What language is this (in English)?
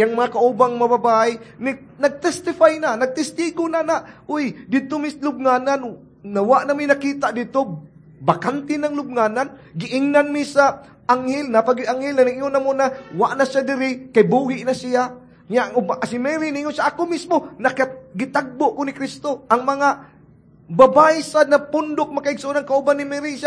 Cebuano